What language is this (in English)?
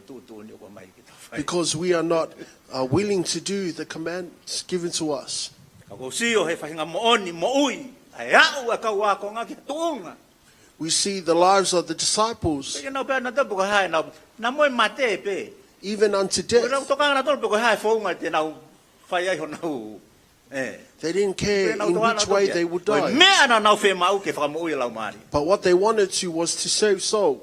Tongan